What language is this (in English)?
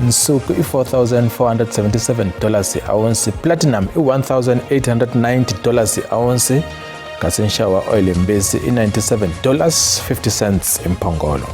Tsonga